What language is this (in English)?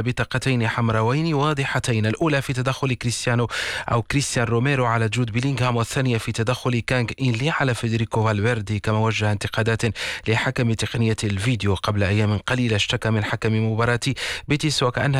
Arabic